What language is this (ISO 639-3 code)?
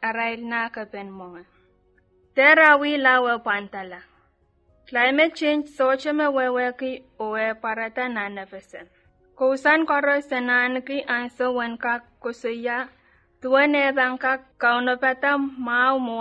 pon